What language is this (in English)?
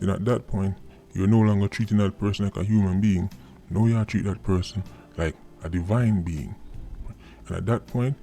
Jamaican Creole English